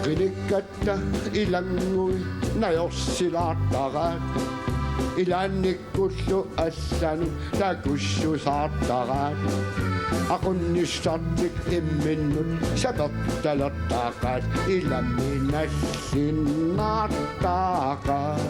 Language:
Kalaallisut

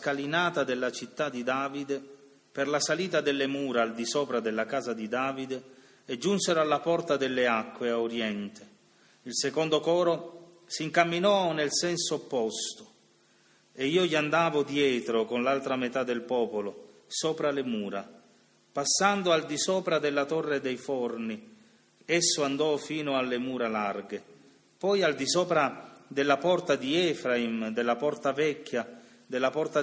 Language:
Italian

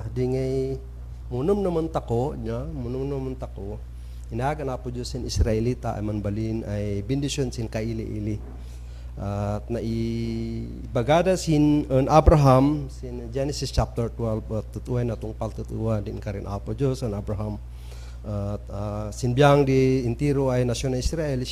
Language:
Kankanaey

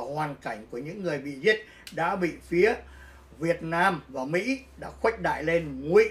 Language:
Vietnamese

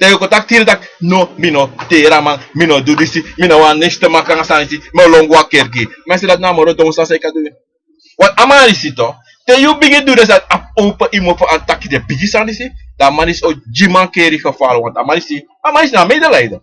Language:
Sranan Tongo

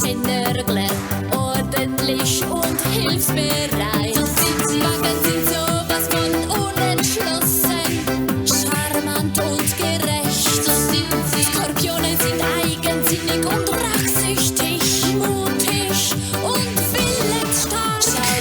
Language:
Swiss German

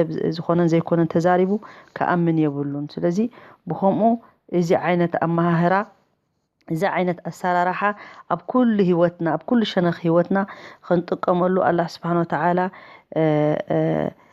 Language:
Tigrinya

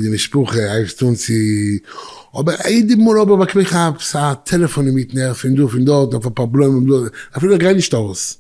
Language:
Yiddish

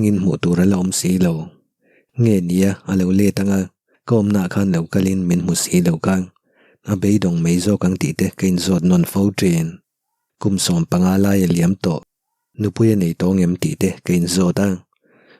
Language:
Mizo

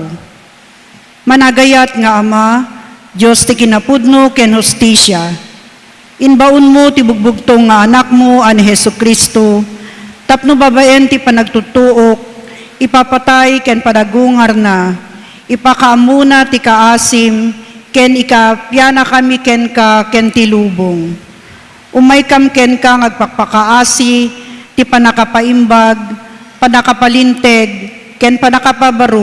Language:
Iloko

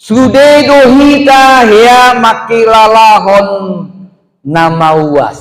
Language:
Batak Toba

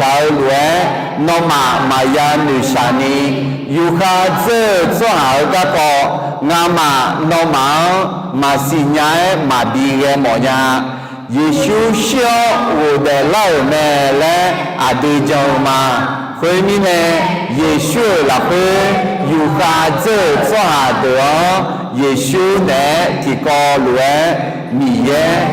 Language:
Akha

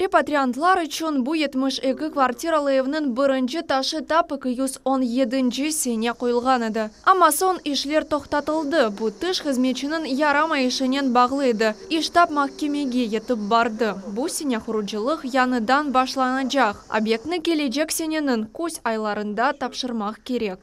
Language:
Crimean Tatar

